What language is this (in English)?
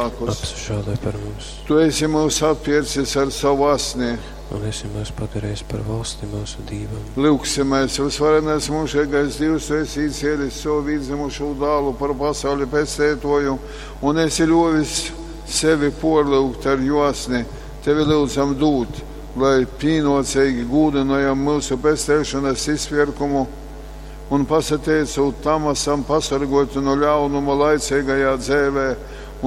Latgalian